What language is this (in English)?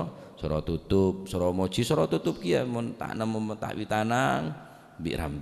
Madurese